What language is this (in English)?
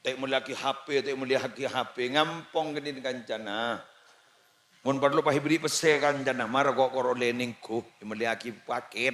Madurese